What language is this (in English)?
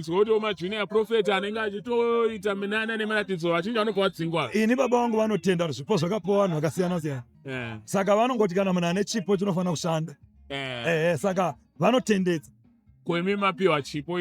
Shona